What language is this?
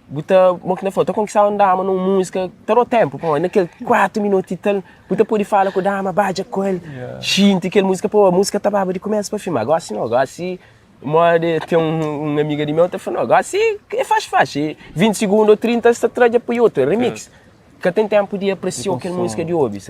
Kabuverdianu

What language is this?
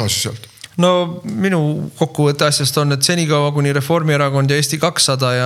Estonian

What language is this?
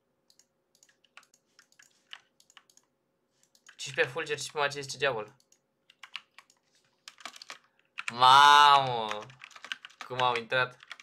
Romanian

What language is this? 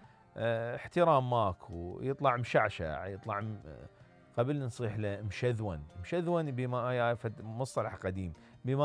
Mesopotamian Arabic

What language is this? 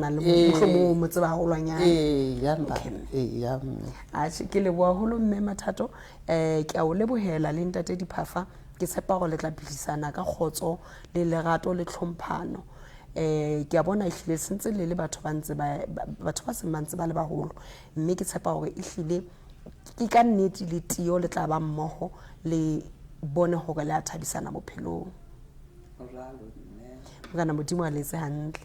Southern Sotho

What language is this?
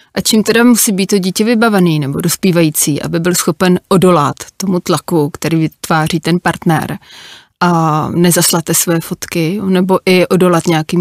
Czech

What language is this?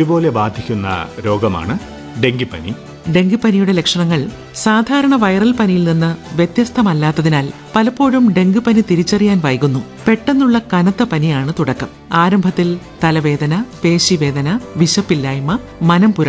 Malayalam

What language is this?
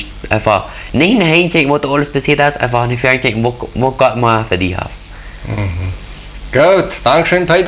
Plautdietsch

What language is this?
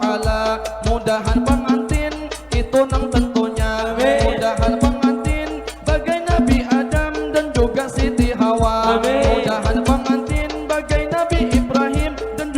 Banjar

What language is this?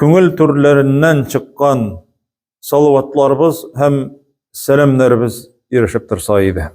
Tatar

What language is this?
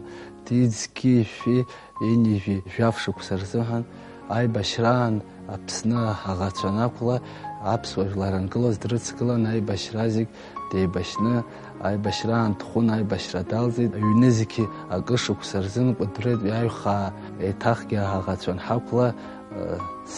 Abkhazian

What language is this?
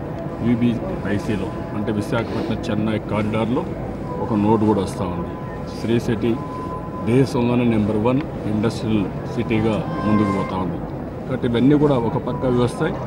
Telugu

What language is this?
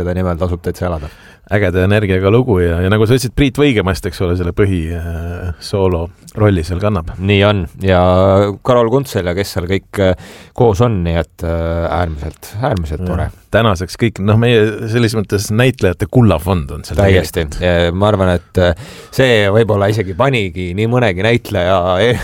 Estonian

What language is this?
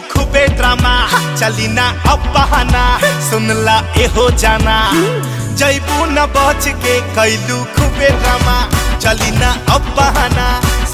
Bhojpuri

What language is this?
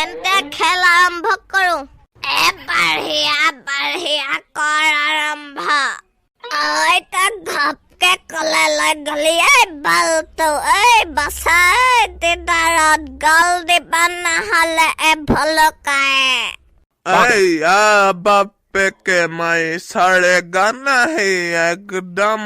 Assamese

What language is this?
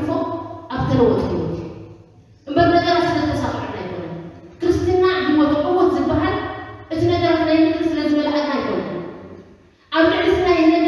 Tigrinya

